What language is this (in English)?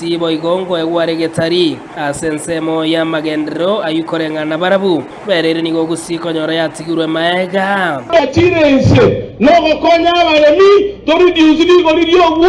Gusii